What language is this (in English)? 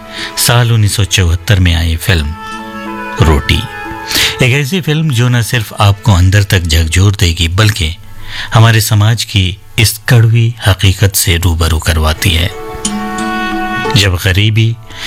Hindi